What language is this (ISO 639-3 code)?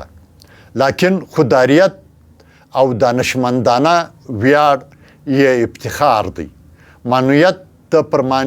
pus